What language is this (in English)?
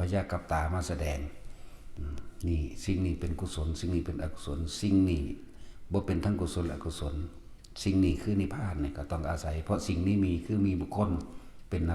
Northeastern Thai